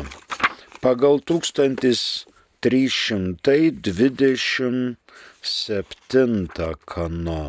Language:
Lithuanian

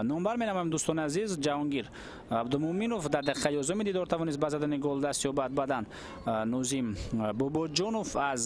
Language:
Tajik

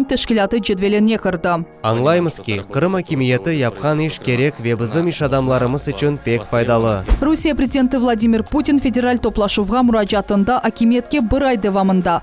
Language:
Crimean Tatar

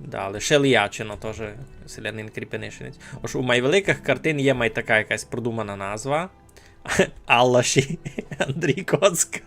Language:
Rusyn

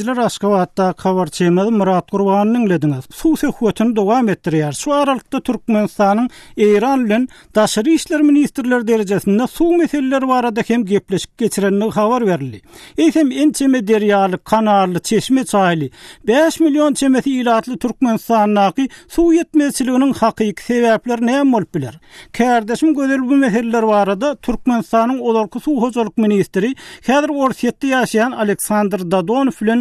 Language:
Turkmen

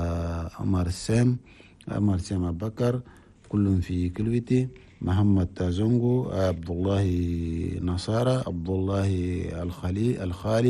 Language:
Chadian Arabic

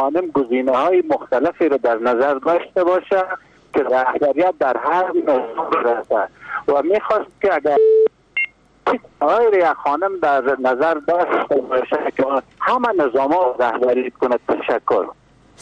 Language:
Persian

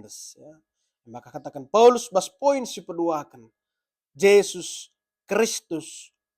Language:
Batak Karo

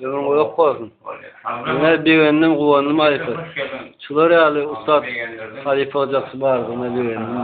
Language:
Turkmen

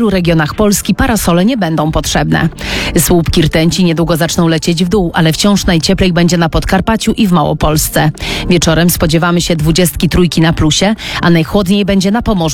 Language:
Polish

